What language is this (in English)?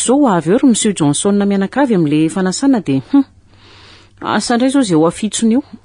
Malagasy